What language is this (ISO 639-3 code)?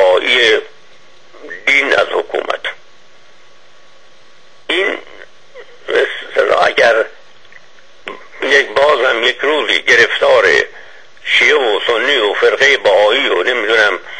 fas